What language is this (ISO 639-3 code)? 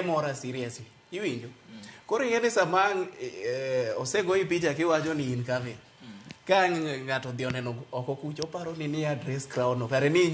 luo